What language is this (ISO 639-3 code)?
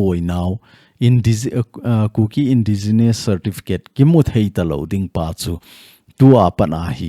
tcz